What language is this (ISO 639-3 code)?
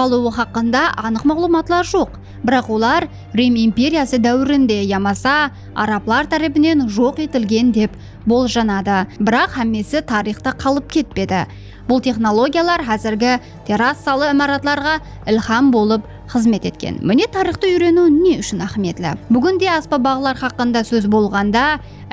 kaa